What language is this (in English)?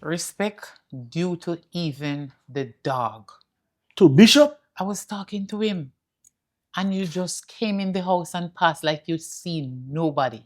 Jamaican Creole English